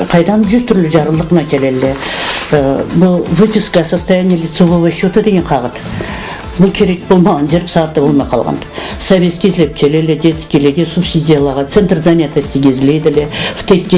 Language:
Karachay-Balkar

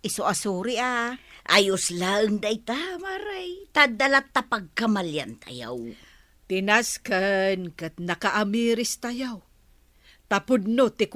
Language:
Iloko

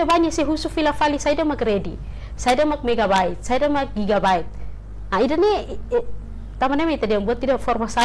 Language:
Tetum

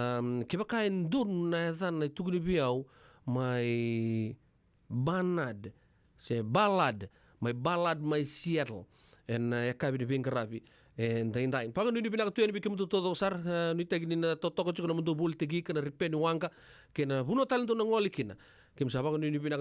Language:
Fijian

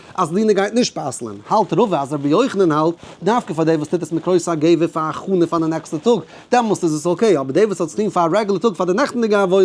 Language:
Yiddish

